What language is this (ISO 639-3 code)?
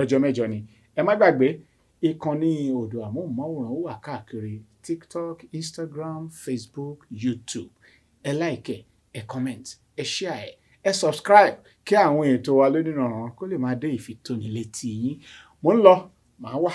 yor